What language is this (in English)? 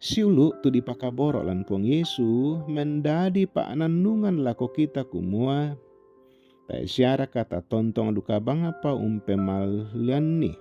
Toraja-Sa'dan